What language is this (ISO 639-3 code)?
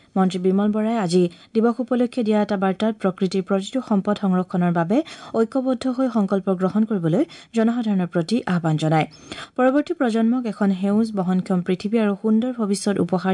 asm